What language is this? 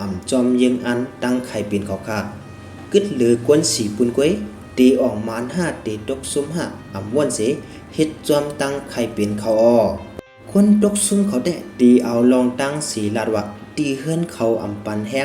Shan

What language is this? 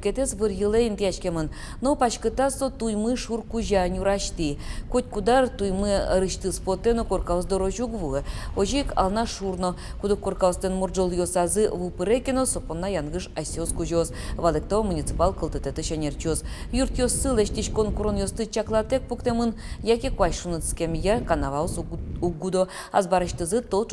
Udmurt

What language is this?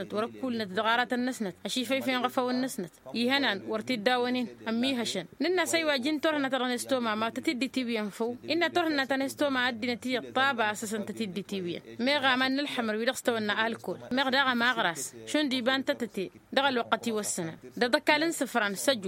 Tamasheq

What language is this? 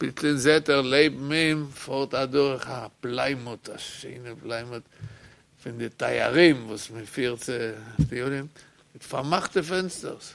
Yiddish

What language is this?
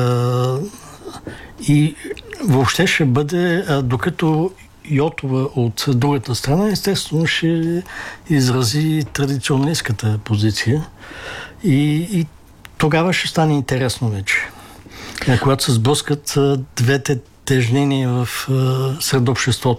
Bulgarian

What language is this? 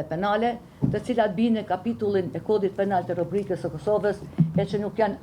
Albanian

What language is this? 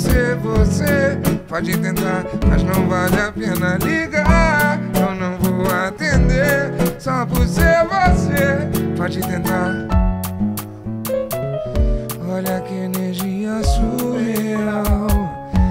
Portuguese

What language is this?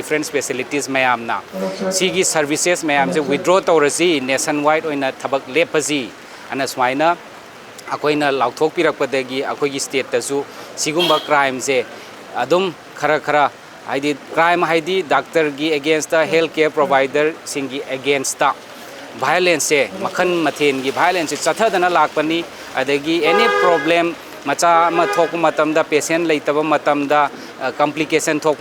Manipuri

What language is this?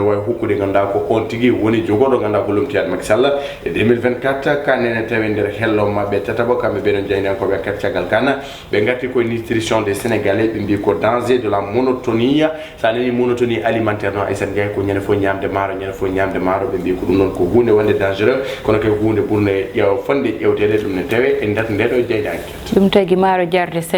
Fula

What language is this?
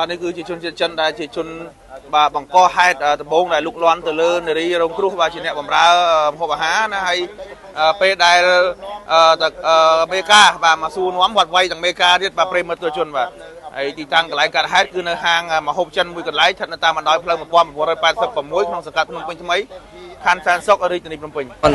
Khmer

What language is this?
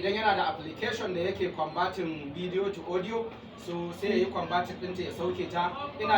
Hausa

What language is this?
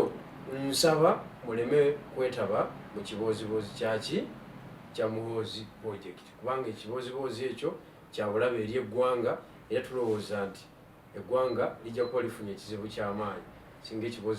Ganda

